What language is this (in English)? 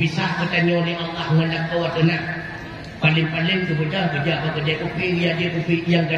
Achinese